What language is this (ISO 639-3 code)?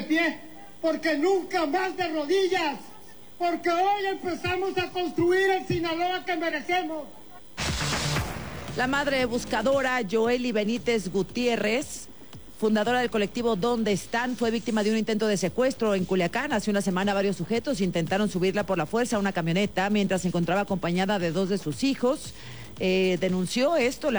spa